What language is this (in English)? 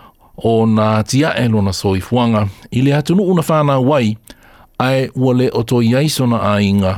Samoan